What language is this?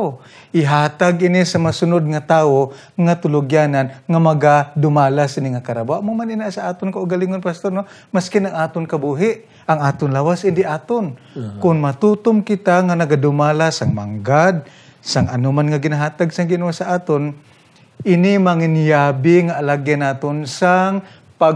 Hiligaynon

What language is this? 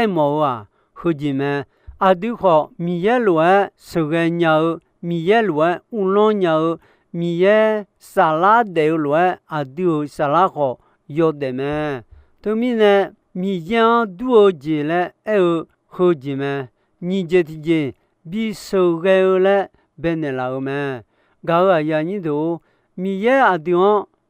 Akha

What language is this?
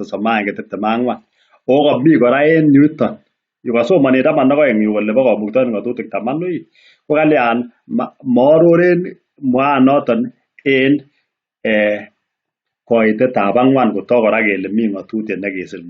Kalenjin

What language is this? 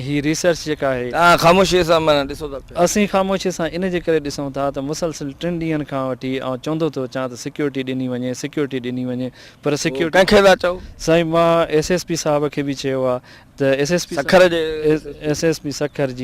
Sindhi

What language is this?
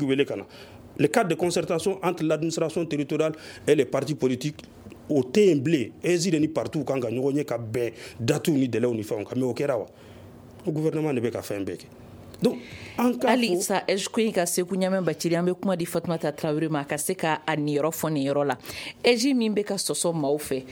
Bambara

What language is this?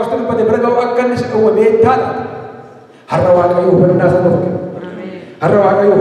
Oromo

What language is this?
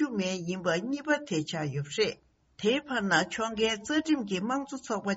Tibetan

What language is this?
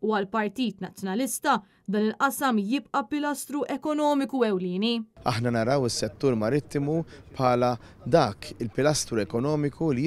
Maltese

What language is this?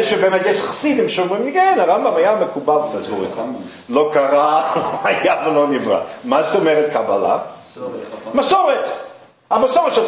Hebrew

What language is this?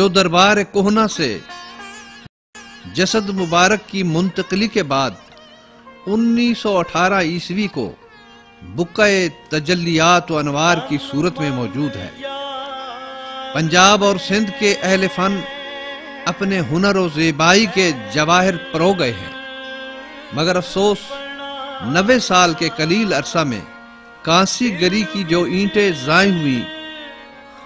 Urdu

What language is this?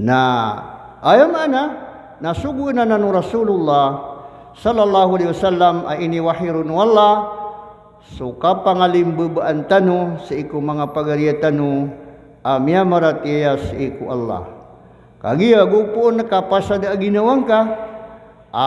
Maranao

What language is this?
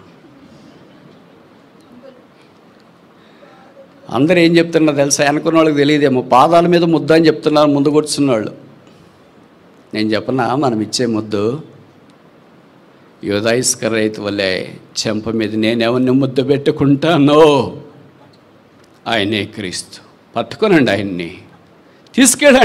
Telugu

